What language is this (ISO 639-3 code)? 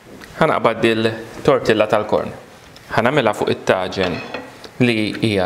mlt